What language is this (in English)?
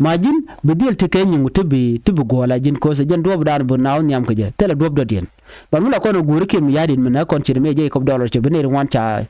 Nuer